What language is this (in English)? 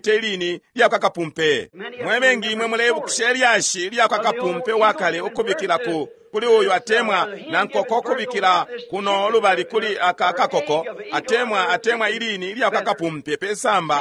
Bemba